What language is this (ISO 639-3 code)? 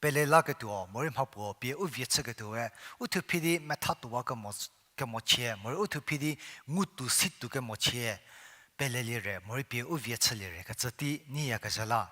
njm